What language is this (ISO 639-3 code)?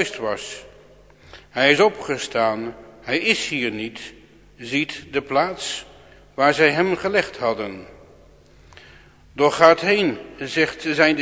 nld